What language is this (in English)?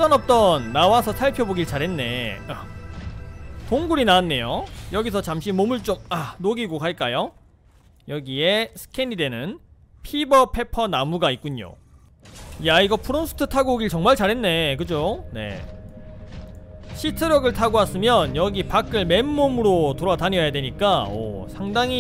Korean